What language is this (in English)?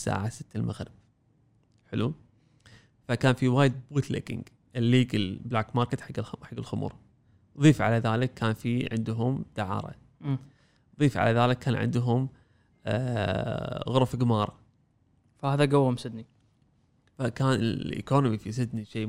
Gulf Arabic